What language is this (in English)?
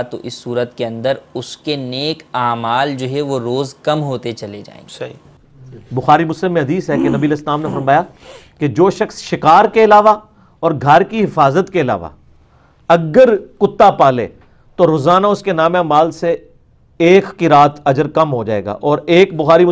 Urdu